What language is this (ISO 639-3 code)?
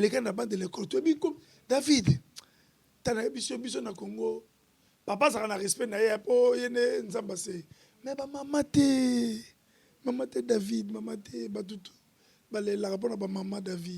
lin